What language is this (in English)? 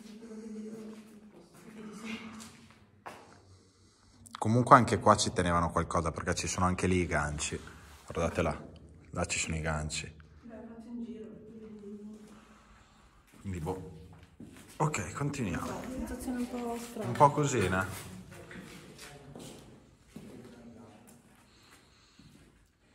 Italian